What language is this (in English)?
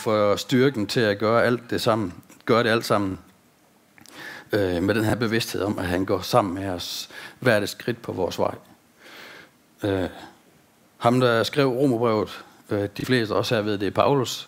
Danish